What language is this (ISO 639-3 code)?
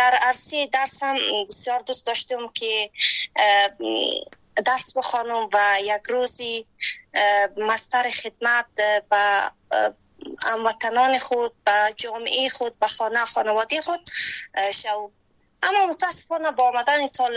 fas